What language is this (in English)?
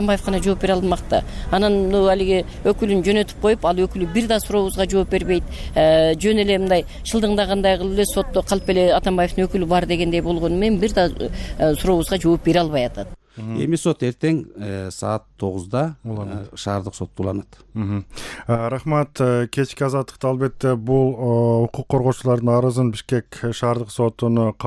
Kyrgyz